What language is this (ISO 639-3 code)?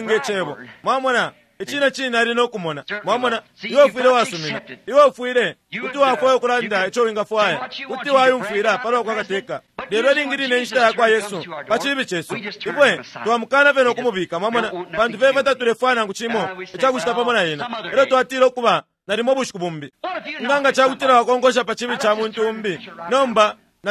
bem